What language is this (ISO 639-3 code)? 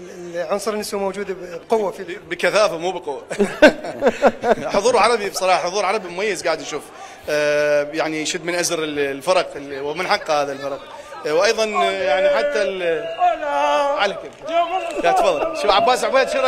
acm